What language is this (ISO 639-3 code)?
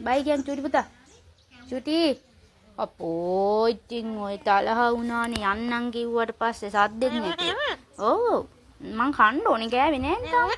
sin